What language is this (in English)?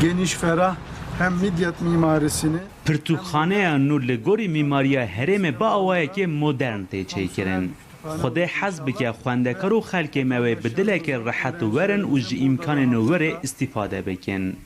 Kurdish